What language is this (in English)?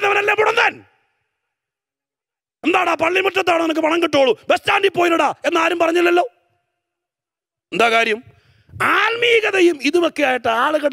Malayalam